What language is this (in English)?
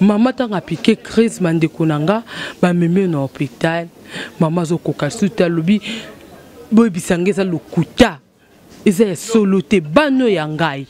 Lingala